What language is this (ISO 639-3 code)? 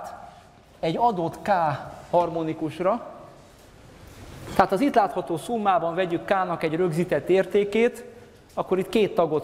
hun